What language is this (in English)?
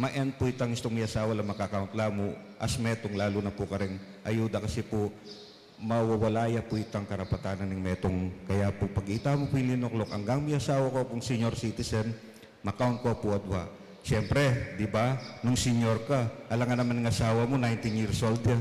Pampanga